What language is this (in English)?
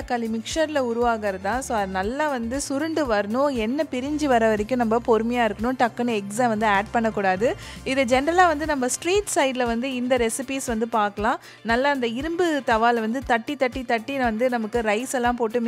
Tamil